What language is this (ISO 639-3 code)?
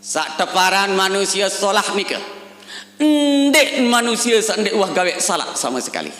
sas